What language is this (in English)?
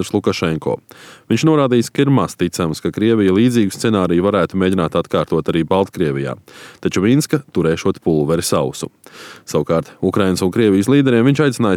Latvian